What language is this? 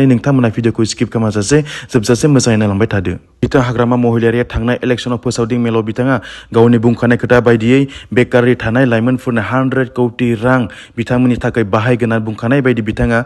Bodo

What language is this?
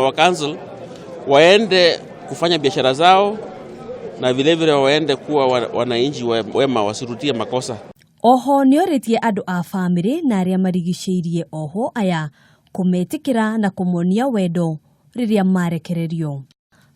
Kikuyu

